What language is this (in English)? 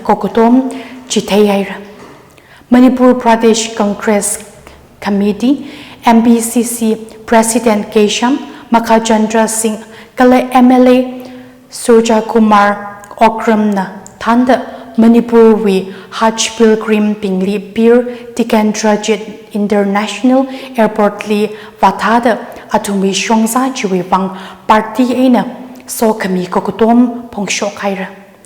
Tangkhul Naga (India)